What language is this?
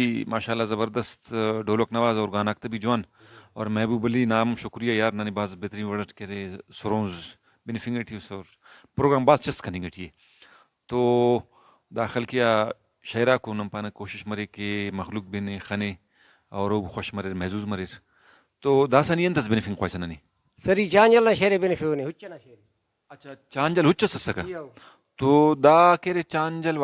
Brahui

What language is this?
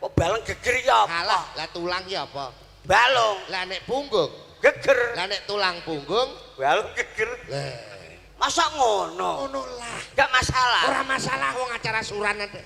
Javanese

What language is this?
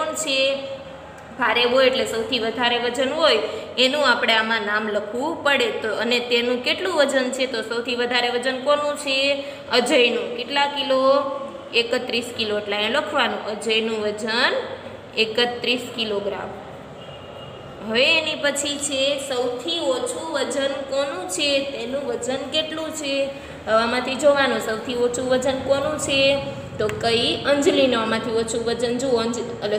Gujarati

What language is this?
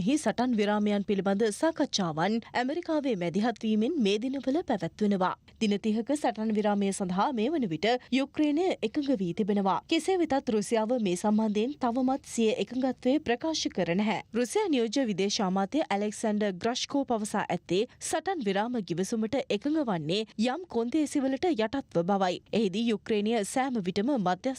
Sinhala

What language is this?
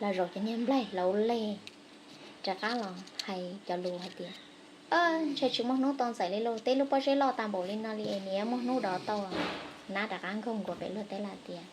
Hmong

